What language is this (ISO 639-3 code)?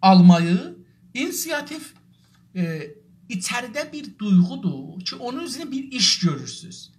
azb